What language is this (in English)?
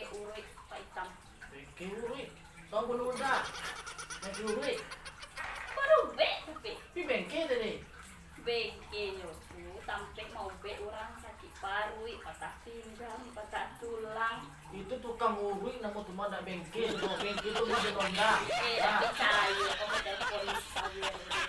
Minangkabau